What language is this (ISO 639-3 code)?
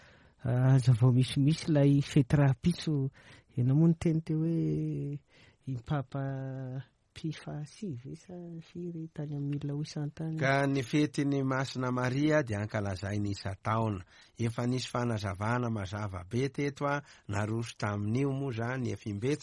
mlg